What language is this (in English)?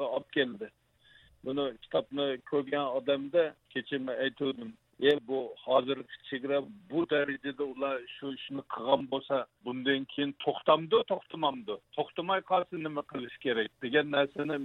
Uyghur